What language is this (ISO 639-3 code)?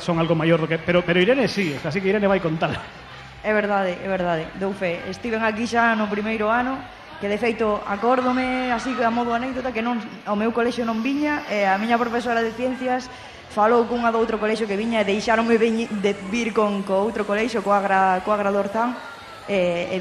glg